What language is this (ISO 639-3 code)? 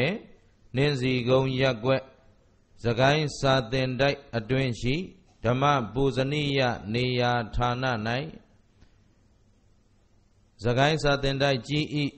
mya